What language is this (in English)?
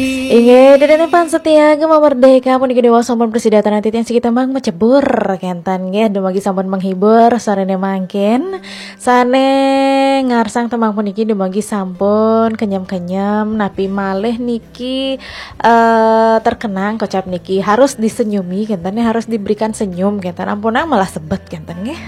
Balinese